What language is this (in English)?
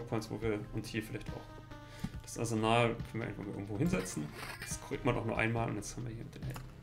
German